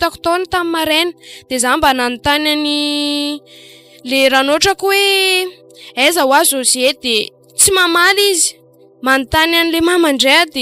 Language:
Malagasy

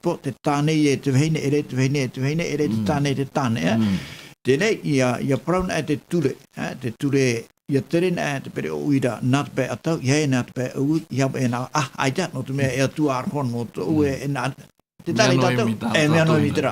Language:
Tahitian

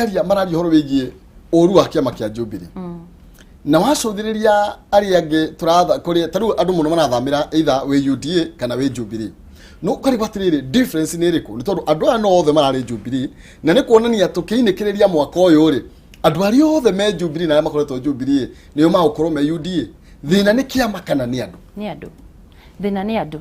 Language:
Kikuyu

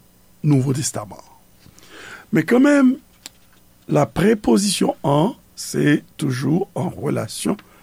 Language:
Haitian Creole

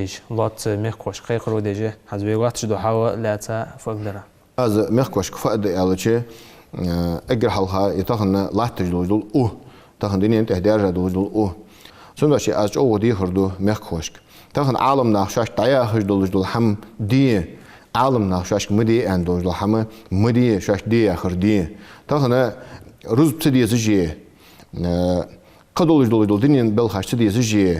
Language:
Ingush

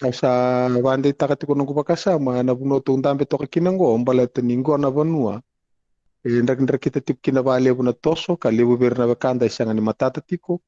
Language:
Fijian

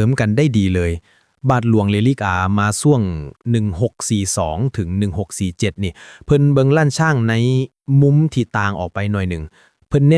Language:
Lao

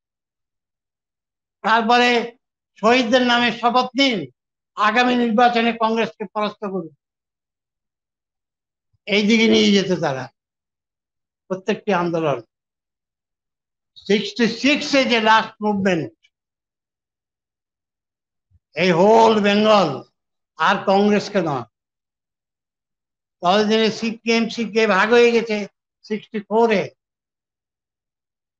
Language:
Bangla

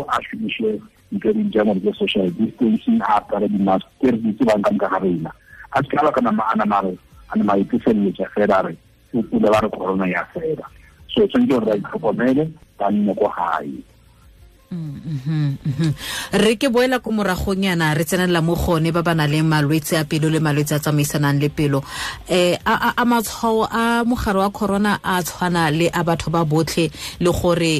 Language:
Tswana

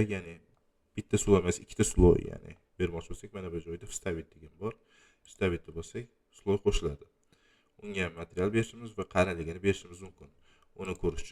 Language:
Uzbek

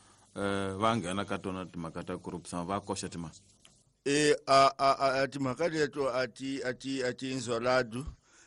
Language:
Tsonga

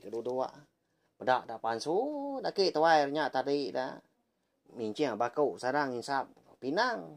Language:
Iban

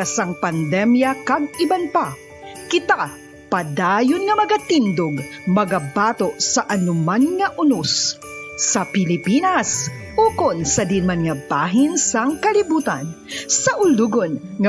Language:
Hiligaynon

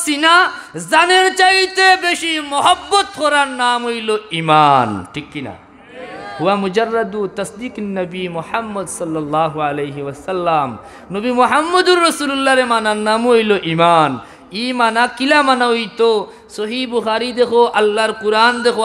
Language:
Sylheti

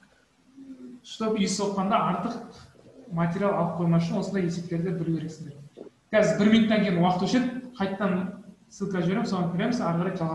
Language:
Kazakh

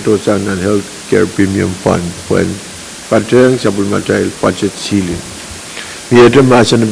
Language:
Pohnpeian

